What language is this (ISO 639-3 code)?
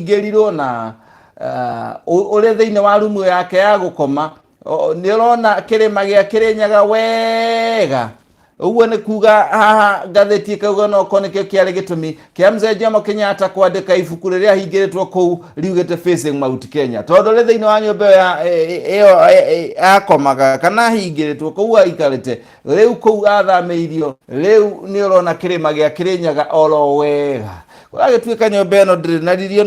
kik